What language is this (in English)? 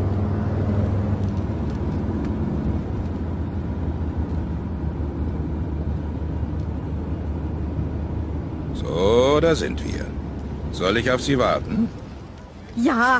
German